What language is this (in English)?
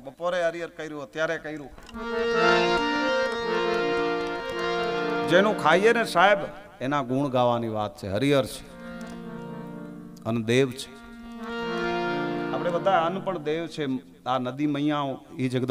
Gujarati